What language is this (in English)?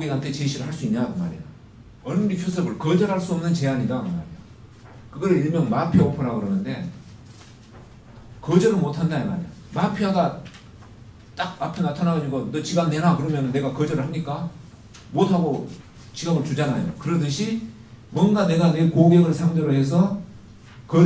Korean